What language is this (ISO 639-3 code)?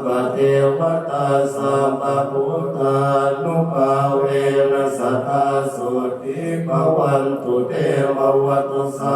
pli